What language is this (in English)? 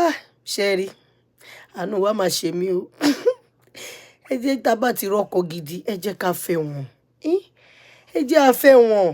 Yoruba